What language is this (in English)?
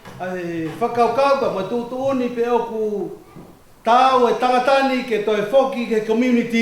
Tongan